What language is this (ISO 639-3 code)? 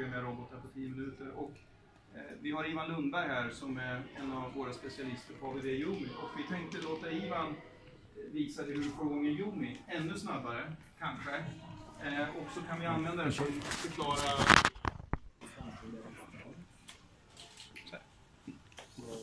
swe